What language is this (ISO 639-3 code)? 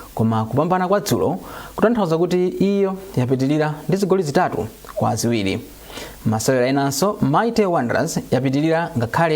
nya